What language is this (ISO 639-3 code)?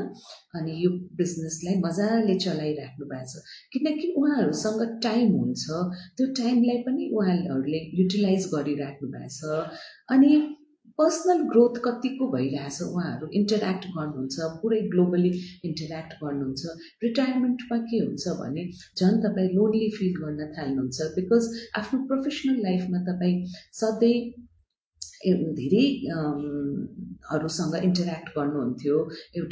nep